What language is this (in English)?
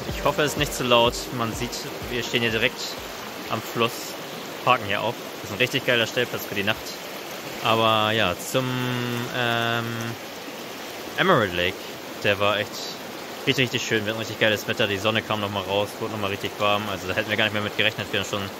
German